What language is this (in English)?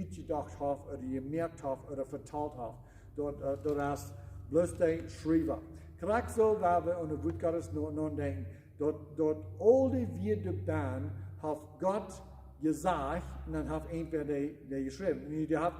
Plautdietsch